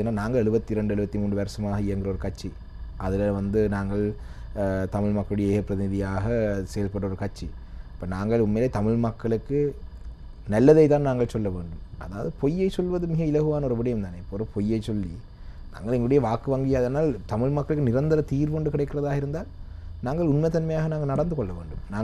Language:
Tamil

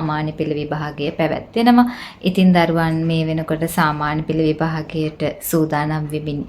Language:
Sinhala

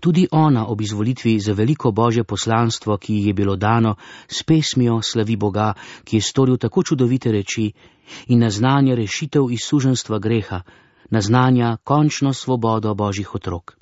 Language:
Slovenian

